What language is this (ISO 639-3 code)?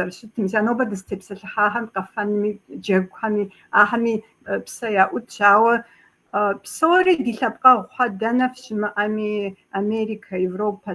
kbd